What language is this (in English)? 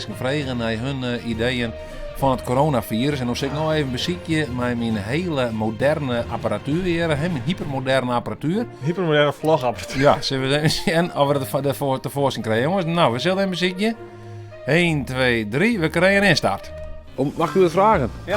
Western Frisian